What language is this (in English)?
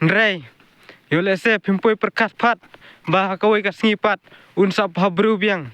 Khasi